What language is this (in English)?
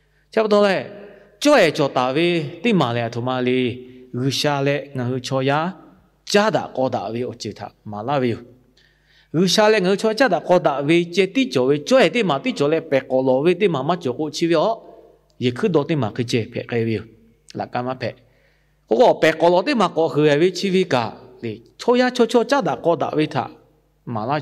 Lahu